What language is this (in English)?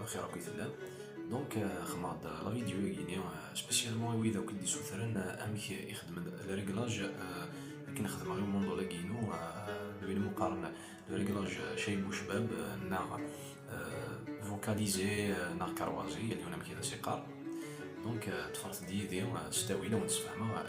Kabyle